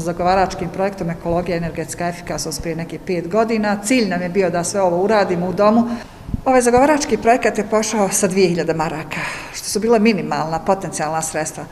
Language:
Bosnian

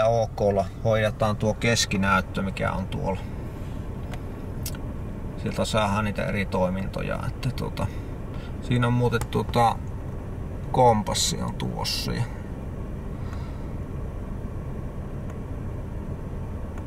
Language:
Finnish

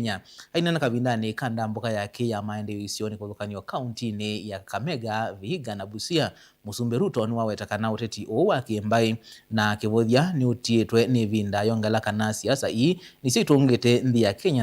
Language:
Kamba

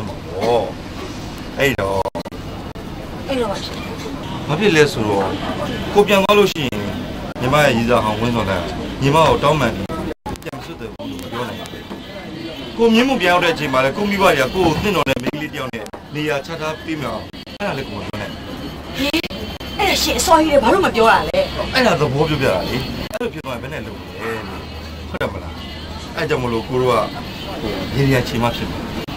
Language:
Burmese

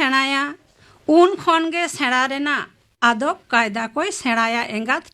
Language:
Santali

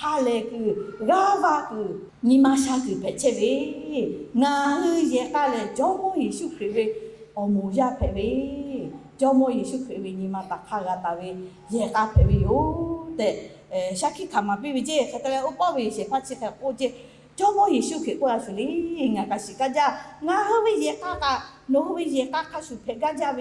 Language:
Lahu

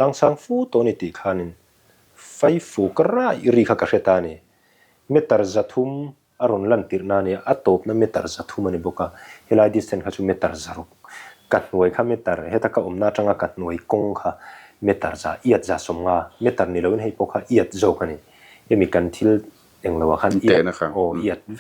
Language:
Mizo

